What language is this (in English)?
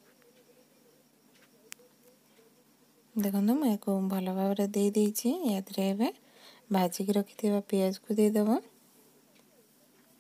Odia